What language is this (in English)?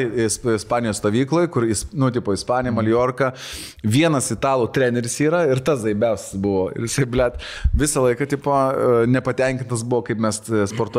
Lithuanian